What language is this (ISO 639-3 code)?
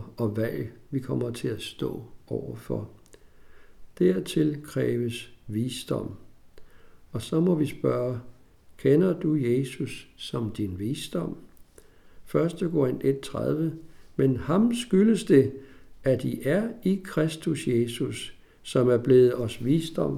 dan